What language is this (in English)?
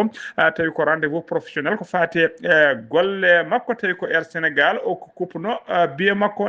Fula